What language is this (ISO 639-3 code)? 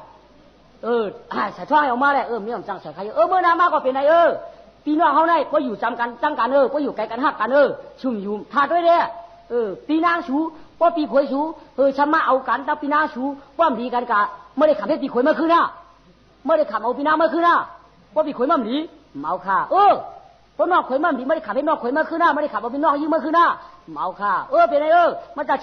shn